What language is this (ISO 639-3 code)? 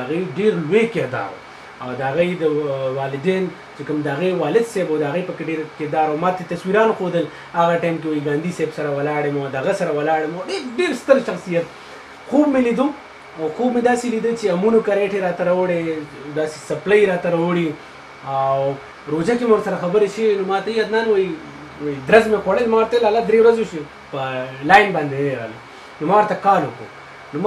pus